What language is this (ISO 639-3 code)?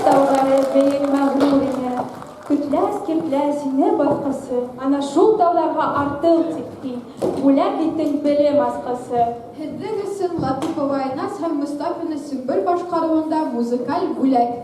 bak